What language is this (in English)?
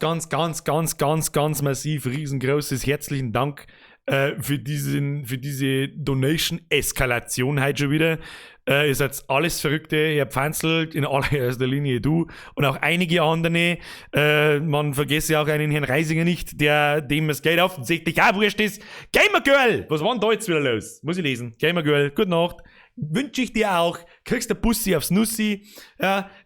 Bavarian